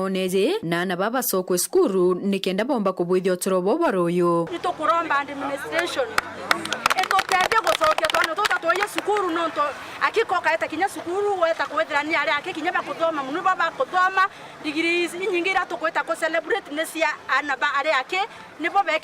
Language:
Meru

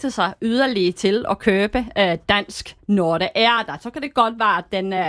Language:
Danish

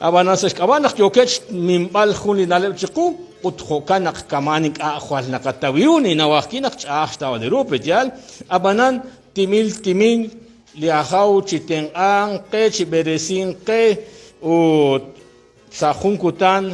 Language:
Kekchí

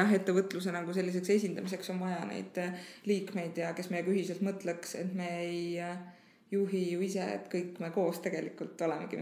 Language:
Estonian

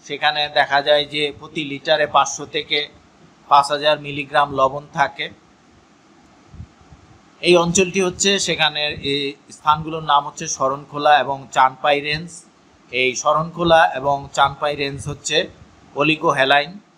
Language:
Bangla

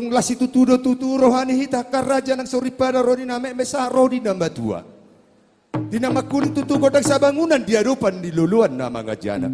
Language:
Batak Toba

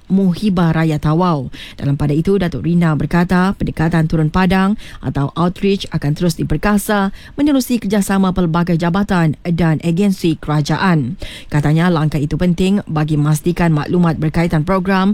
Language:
Malay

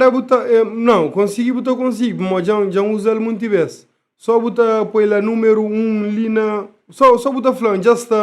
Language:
Kabuverdianu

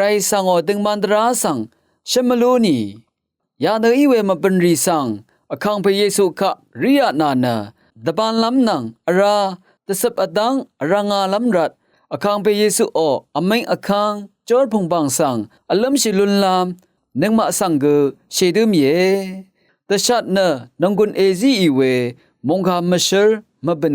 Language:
Rawang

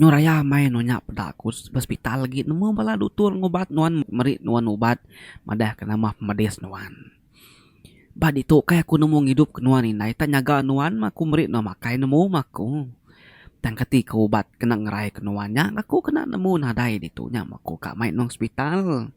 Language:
Iban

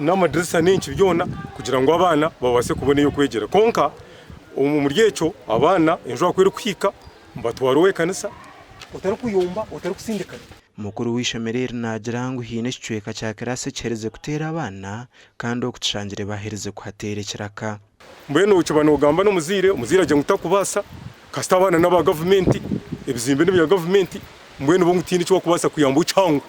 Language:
Nyankole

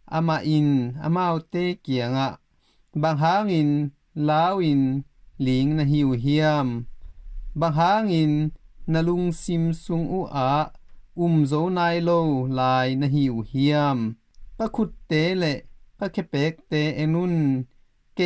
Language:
Tedim Chin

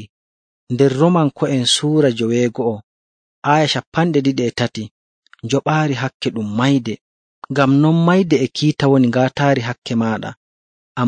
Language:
Nigerian Fulfulde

